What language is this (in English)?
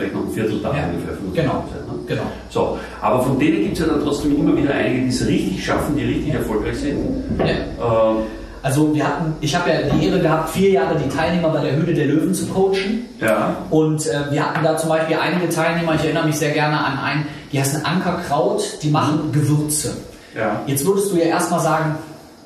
German